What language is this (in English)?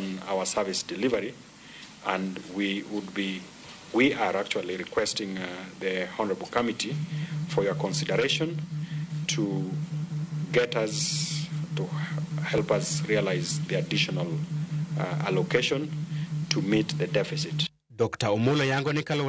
Luo (Kenya and Tanzania)